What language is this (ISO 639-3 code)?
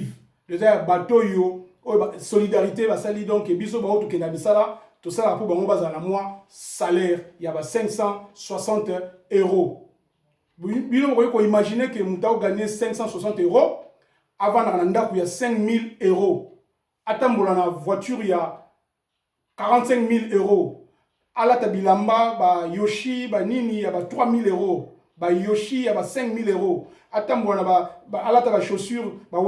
lin